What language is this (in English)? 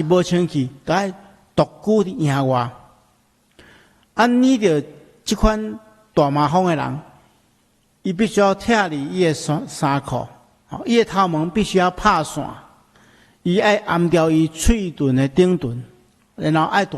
Min Nan Chinese